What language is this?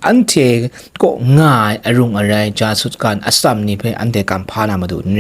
Kachin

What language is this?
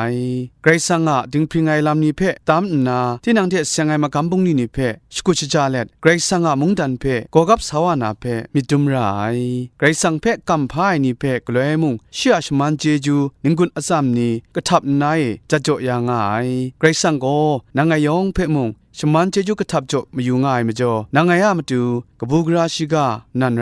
Kachin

